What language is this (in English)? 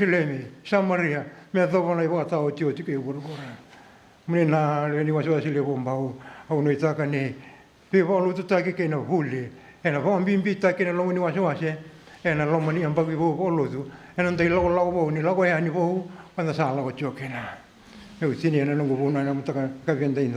Fijian